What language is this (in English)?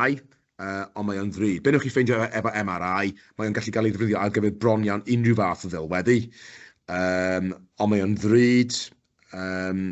Welsh